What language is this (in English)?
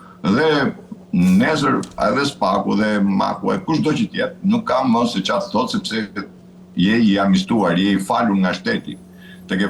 Albanian